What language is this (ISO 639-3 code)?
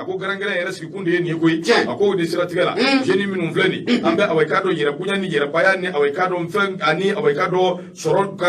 bam